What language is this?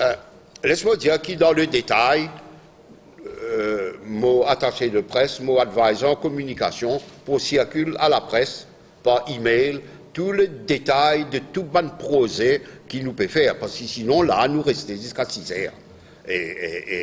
Morisyen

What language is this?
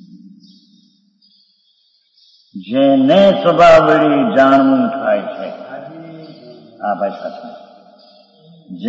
Gujarati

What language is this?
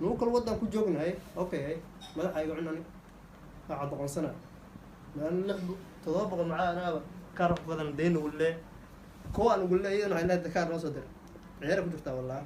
Somali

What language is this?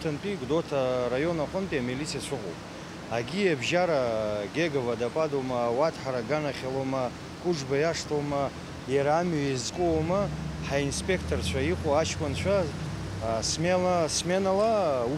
Abkhazian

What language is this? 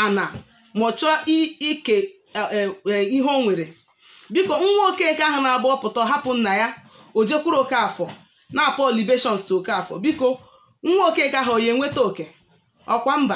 Igbo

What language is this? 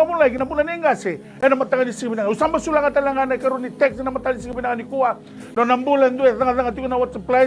Fijian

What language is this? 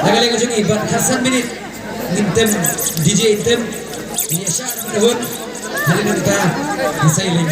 Khasi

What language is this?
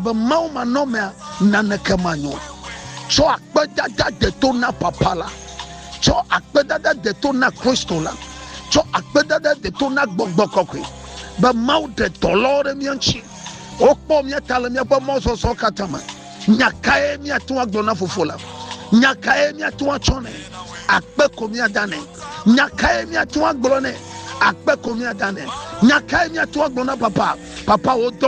Ewe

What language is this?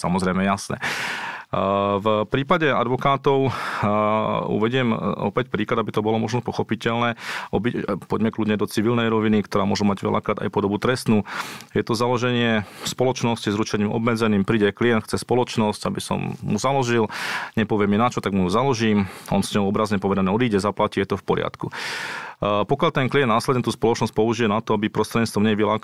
Slovak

